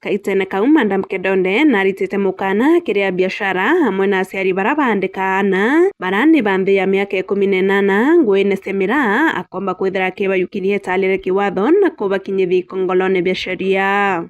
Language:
Meru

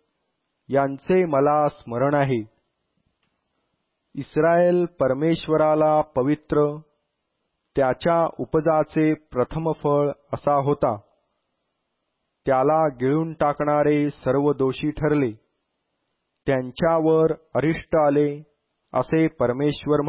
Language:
Marathi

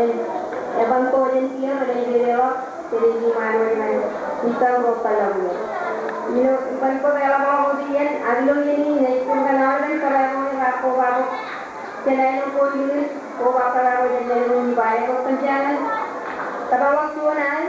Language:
Marshallese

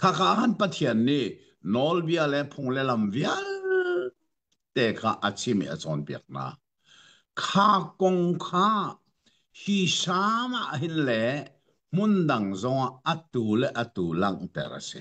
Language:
Hakha Chin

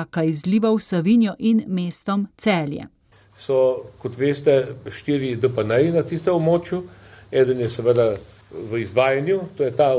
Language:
Slovenian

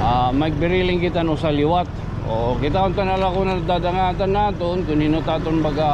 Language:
Waray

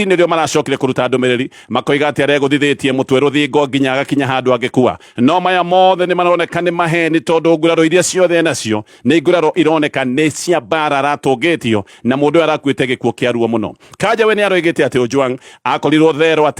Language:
Kikuyu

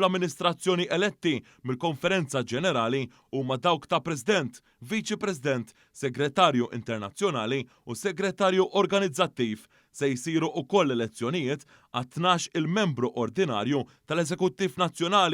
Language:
Maltese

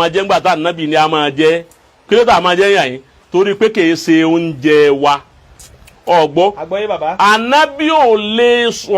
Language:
Yoruba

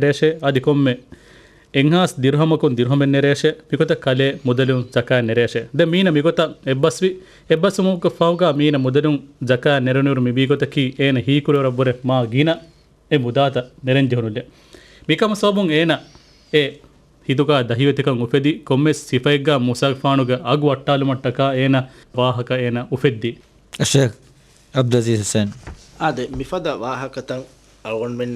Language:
Divehi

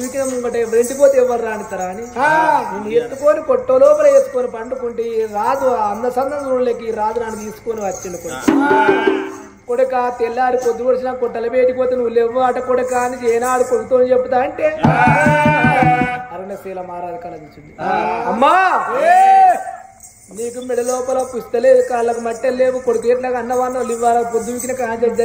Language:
Telugu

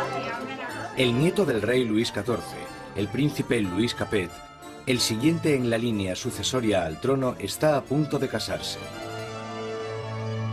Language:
Spanish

